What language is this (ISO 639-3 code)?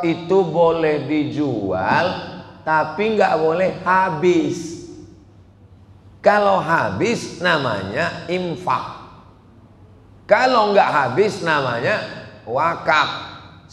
ind